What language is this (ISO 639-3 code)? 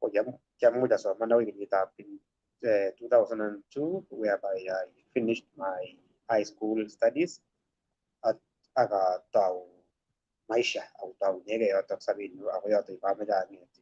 kln